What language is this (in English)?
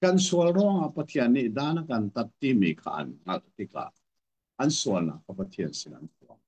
Hakha Chin